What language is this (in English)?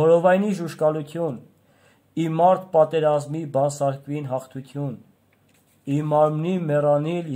Armenian